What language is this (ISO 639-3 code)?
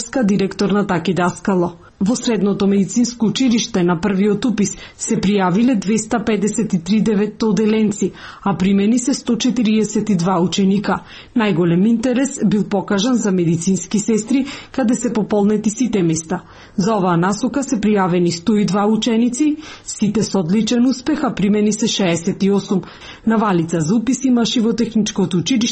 mkd